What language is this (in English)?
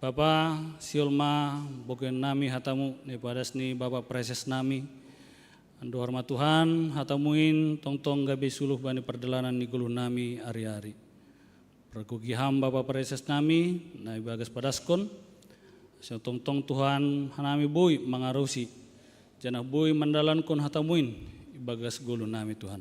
Batak Simalungun